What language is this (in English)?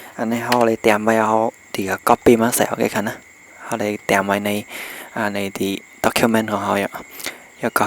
Shan